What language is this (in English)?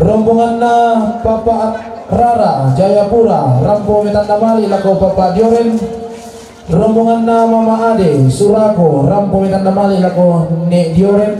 Toraja-Sa'dan